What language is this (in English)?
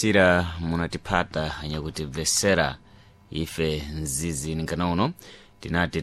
Sena